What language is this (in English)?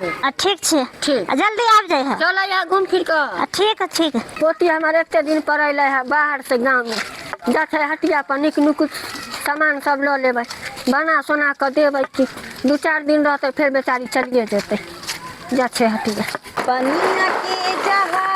Maithili